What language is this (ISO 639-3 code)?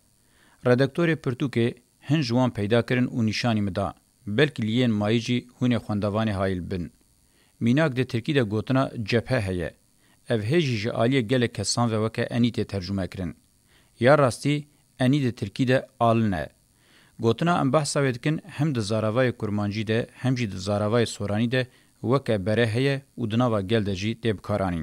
kur